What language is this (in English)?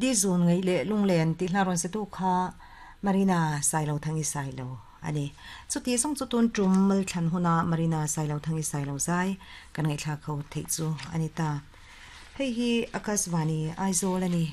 Mizo